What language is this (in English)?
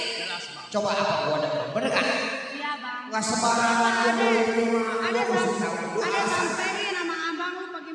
Betawi